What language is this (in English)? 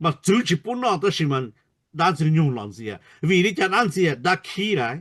Hmong